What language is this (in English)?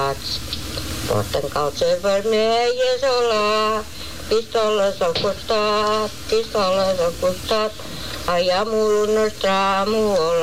Catalan